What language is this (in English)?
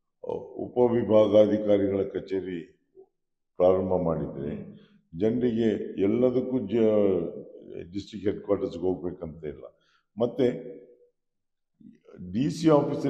Kannada